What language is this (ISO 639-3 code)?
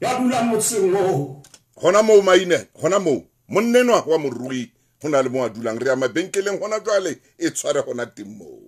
sot